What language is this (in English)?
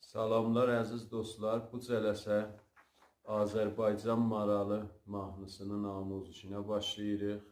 South Azerbaijani